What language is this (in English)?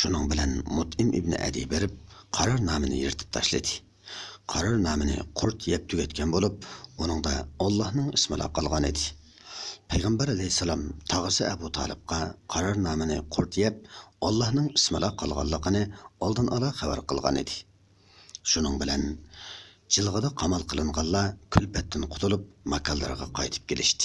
Uyghur